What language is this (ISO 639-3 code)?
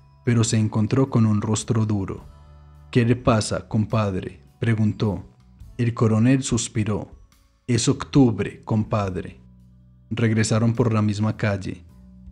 spa